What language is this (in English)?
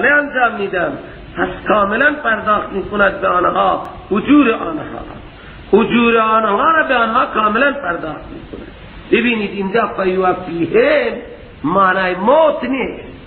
Persian